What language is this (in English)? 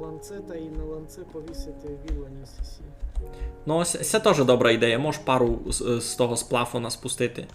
Rusyn